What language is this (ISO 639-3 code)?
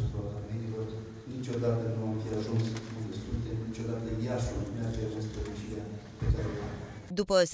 ron